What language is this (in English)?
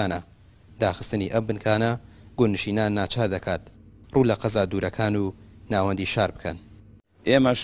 Central Kurdish